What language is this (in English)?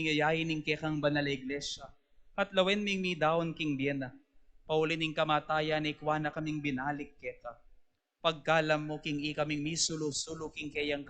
Pampanga